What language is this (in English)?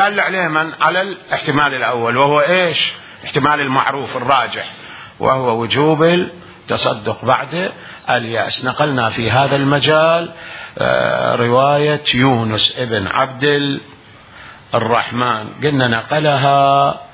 Mesopotamian Arabic